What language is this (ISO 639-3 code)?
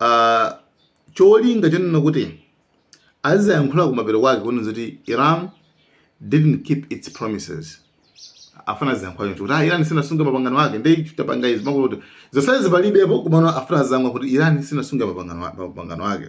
nya